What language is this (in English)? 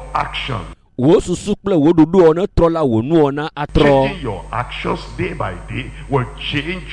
Ewe